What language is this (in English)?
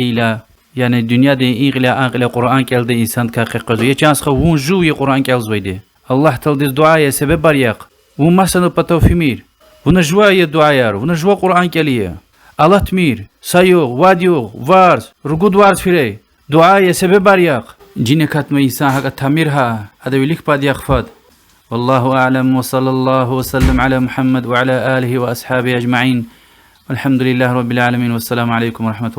Lezghian